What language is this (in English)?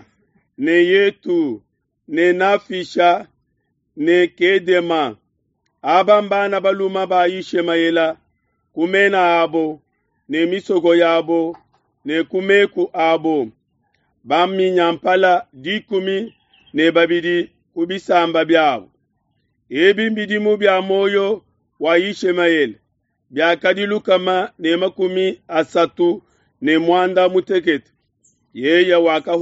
Luba-Lulua